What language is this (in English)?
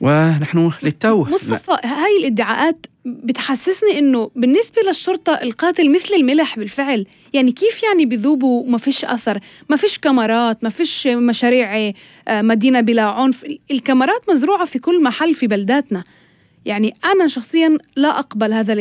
North Levantine Arabic